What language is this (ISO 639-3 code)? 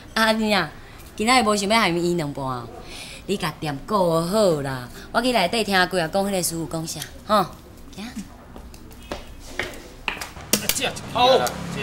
nan